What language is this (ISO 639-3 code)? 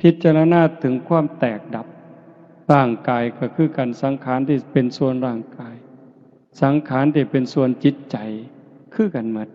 tts